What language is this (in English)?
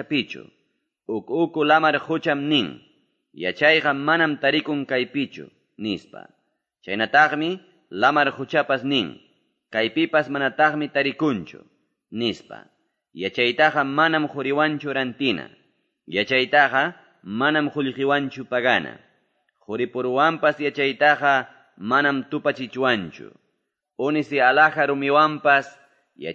Quechua